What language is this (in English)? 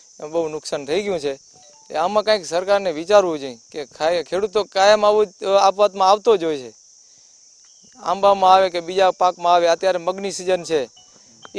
Gujarati